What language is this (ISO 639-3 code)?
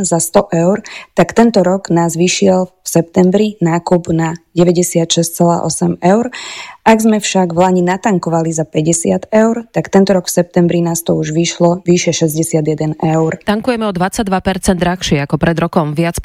slk